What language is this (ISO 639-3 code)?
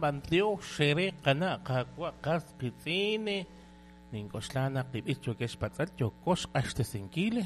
kek